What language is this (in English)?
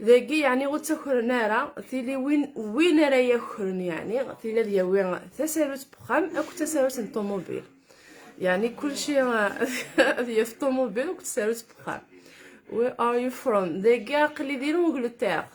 Kabyle